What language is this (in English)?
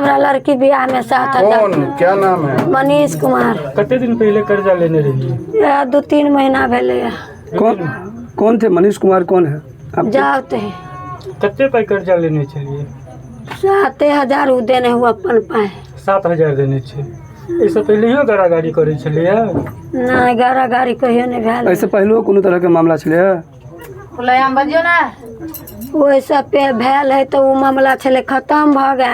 Maithili